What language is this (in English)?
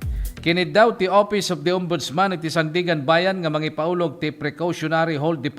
Iloko